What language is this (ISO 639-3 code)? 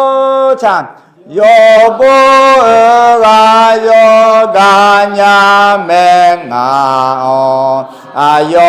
ahk